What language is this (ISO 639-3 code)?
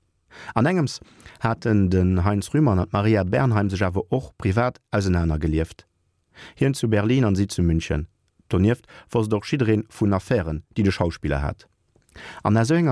ltz